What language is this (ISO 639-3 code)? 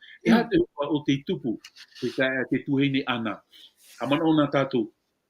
tah